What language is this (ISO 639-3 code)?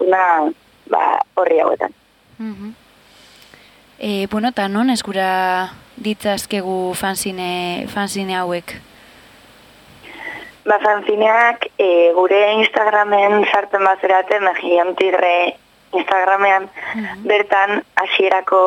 eus